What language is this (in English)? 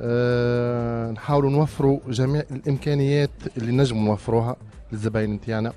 Tunisian Arabic